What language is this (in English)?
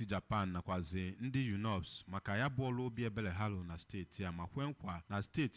Igbo